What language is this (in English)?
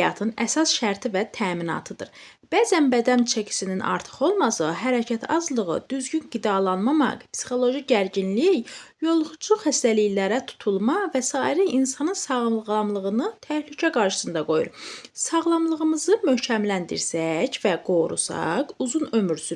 Azerbaijani